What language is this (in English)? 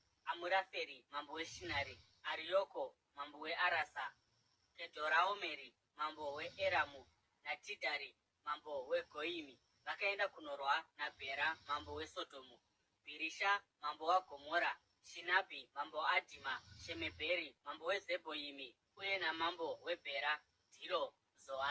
Shona